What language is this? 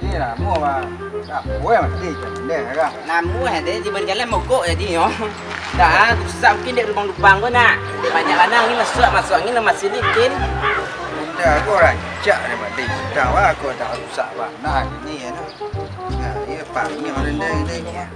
Minangkabau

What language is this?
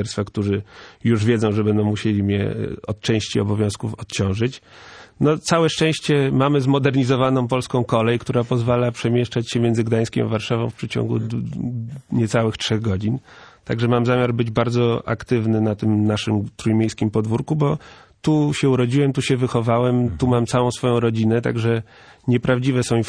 Polish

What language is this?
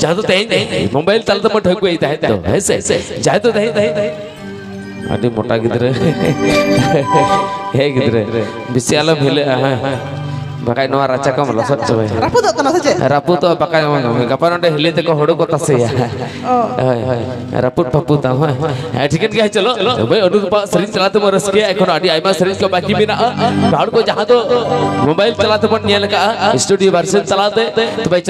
Santali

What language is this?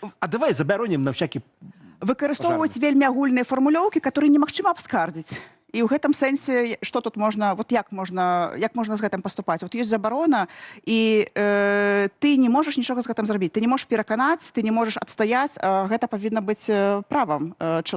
Belarusian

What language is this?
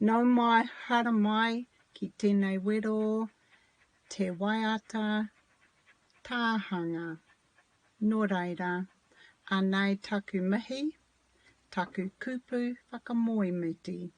Māori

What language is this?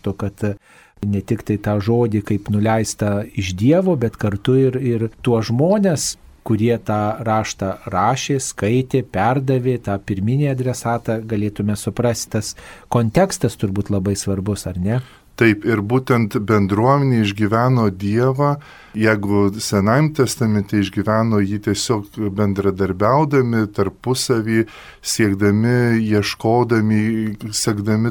Lithuanian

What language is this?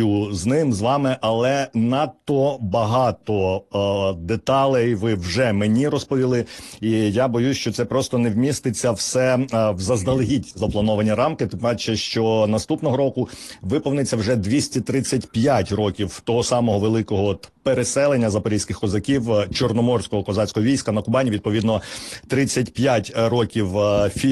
Ukrainian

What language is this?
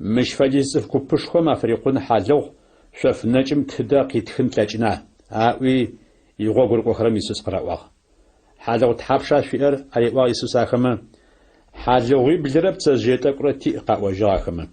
Adyghe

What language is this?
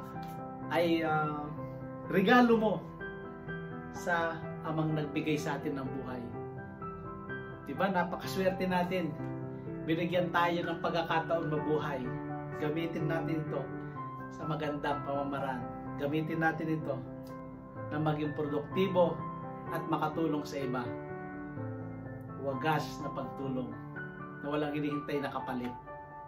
Filipino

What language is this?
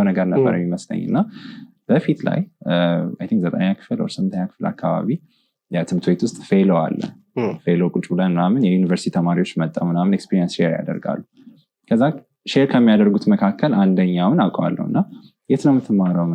Amharic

